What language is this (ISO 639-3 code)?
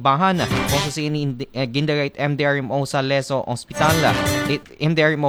akl